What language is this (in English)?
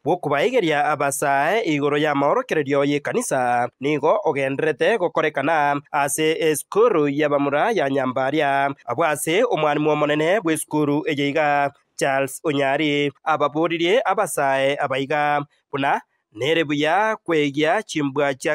Gusii